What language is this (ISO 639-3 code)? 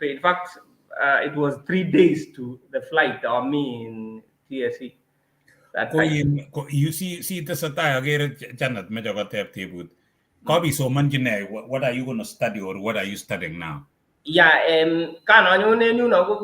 kln